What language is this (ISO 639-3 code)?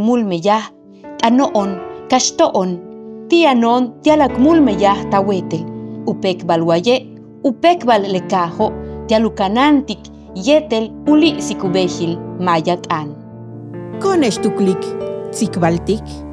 yua